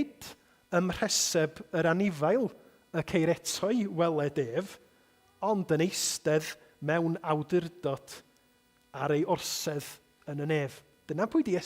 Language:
Welsh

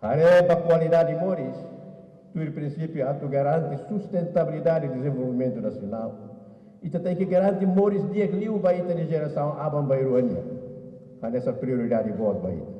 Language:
Tetum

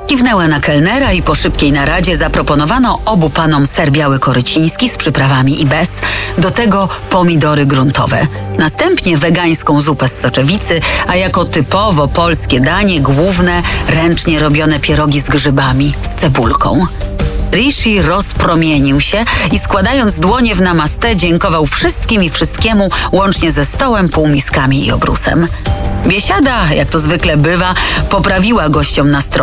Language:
Polish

